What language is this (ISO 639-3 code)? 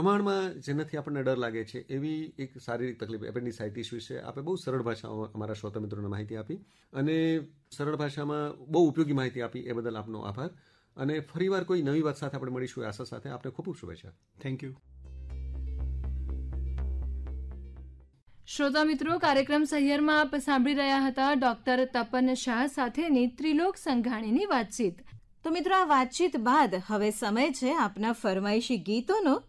guj